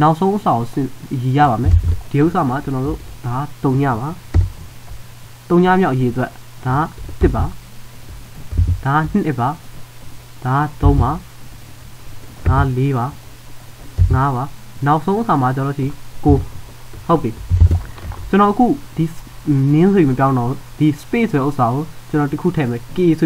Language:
Burmese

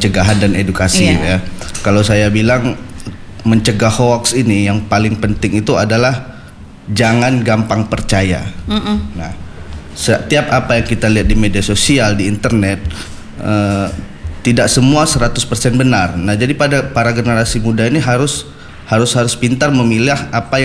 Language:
Indonesian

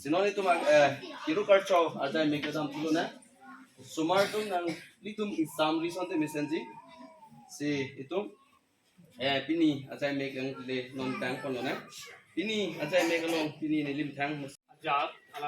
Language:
Karbi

